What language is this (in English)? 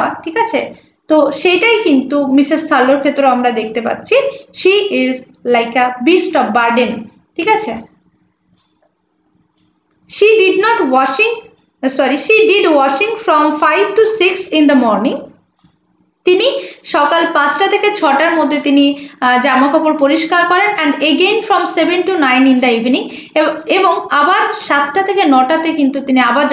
Bangla